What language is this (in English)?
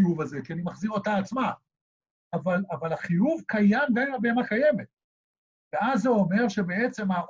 Hebrew